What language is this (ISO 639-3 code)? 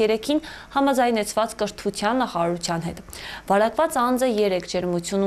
hye